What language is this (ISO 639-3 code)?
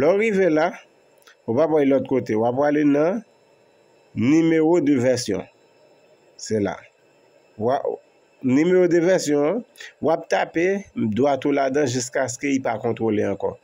hat